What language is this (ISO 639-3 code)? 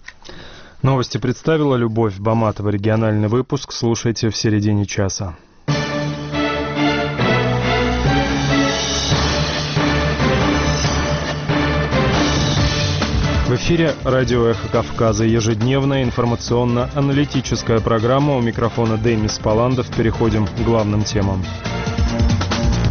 rus